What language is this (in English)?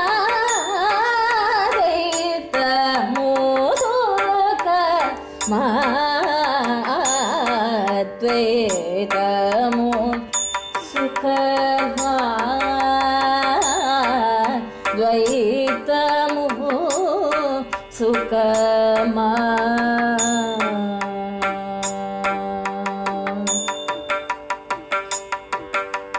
Tamil